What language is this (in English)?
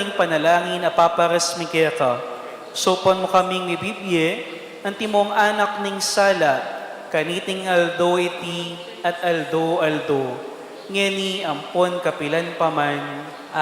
Pampanga